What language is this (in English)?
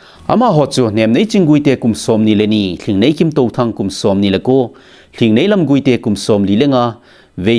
Thado Chin